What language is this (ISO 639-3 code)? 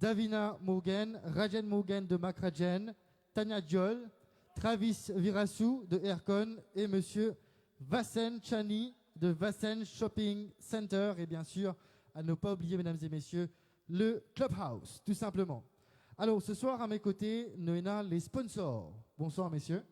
mfe